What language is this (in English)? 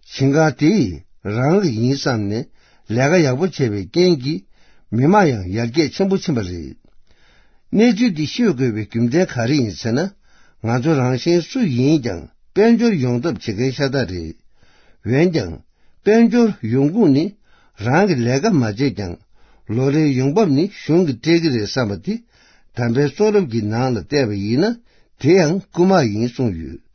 Tibetan